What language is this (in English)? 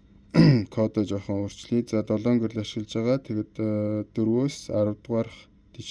Mongolian